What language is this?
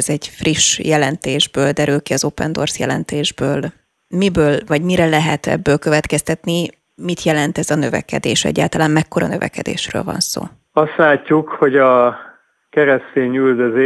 Hungarian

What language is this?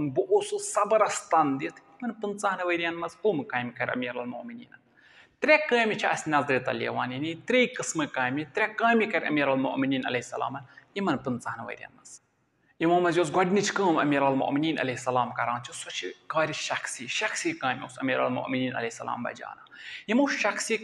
Kashmiri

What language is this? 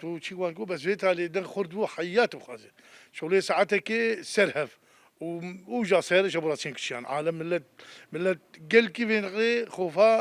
Kurdish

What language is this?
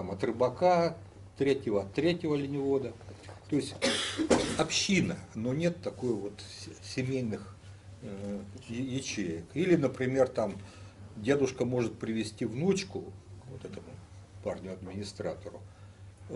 Russian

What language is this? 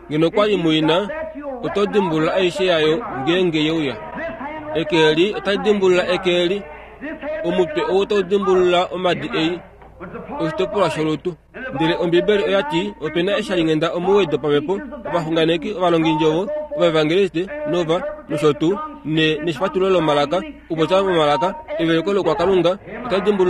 Kuanyama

